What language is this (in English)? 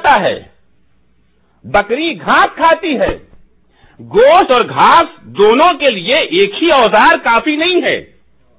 Urdu